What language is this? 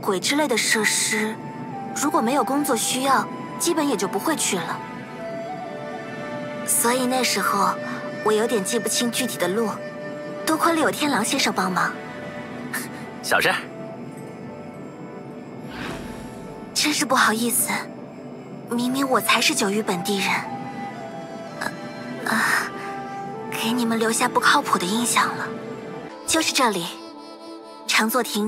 Chinese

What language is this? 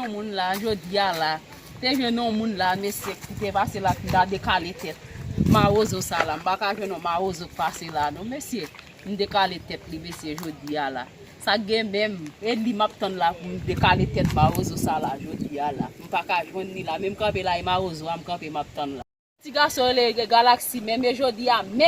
Haitian Creole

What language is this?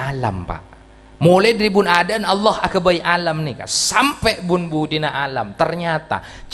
Madurese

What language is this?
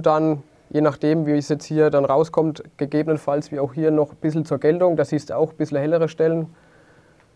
German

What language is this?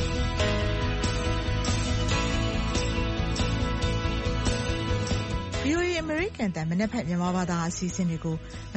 Burmese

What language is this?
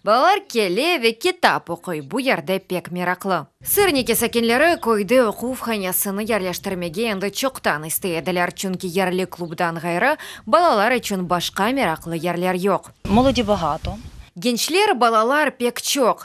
Crimean Tatar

